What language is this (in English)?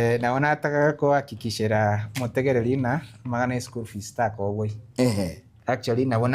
Gusii